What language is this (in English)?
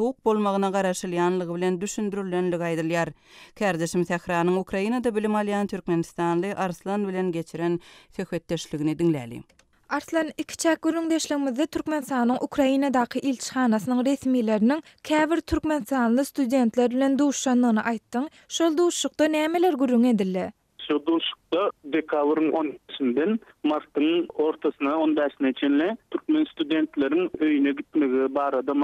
Turkmen